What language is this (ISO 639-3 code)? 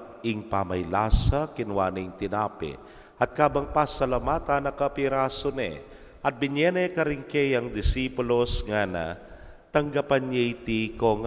pam